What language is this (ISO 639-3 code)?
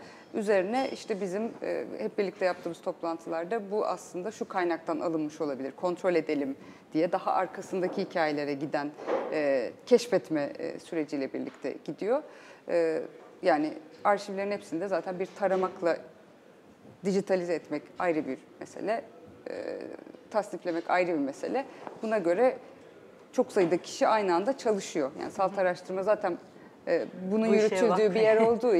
tur